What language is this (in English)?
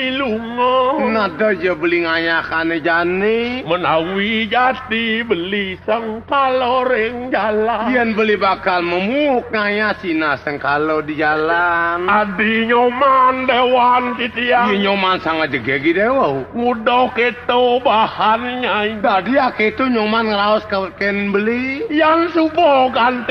Balinese